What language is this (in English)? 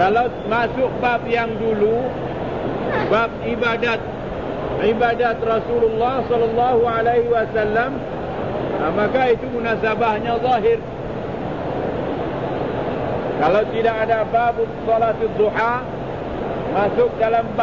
Malay